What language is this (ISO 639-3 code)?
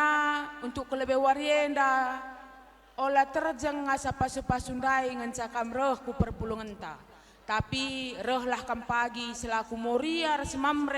btx